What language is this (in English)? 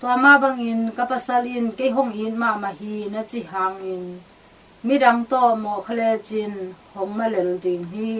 Tedim Chin